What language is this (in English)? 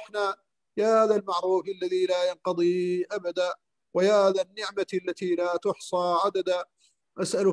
Arabic